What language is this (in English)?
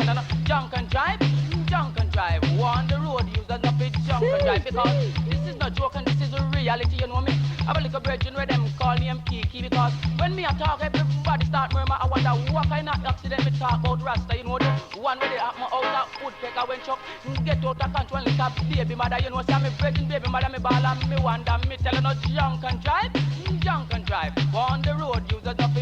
Jamaican Creole English